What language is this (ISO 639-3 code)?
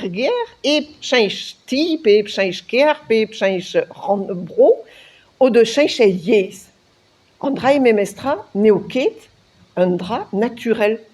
bre